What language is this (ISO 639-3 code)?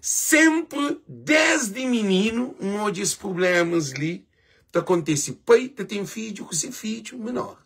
kea